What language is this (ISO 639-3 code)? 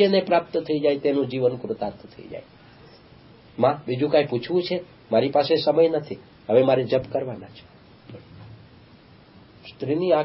guj